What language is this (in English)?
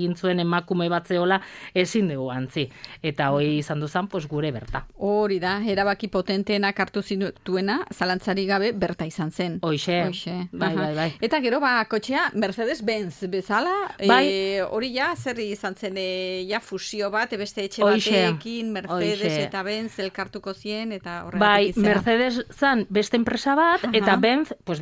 Basque